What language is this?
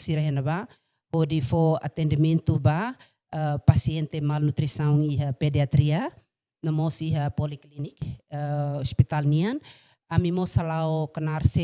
Tetum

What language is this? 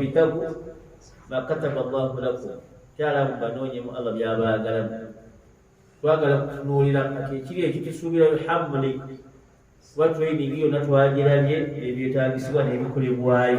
Ganda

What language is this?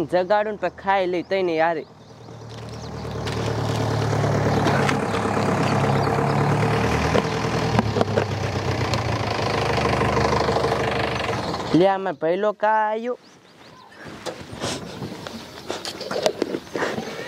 Gujarati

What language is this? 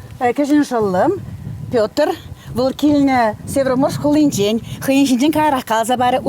Chuvash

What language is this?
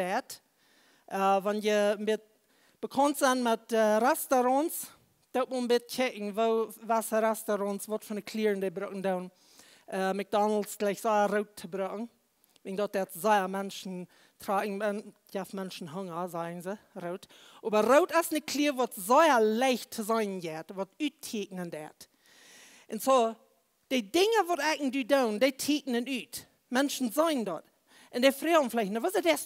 Plautdietsch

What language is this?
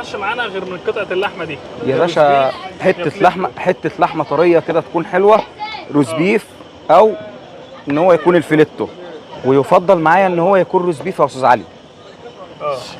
Egyptian Arabic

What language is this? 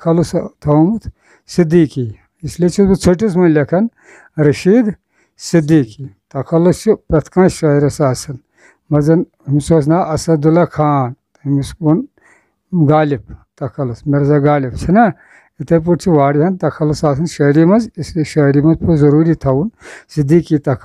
Kashmiri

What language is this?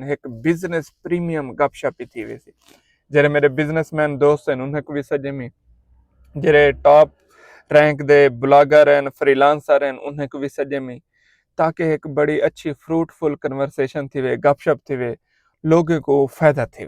Saraiki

